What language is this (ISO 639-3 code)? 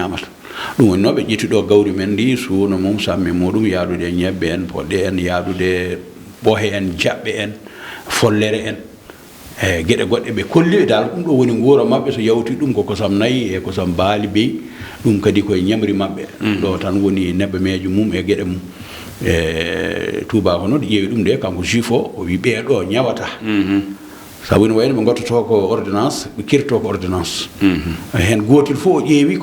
ful